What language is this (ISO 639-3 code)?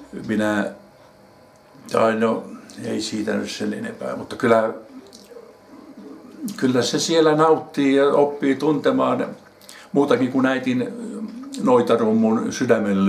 fin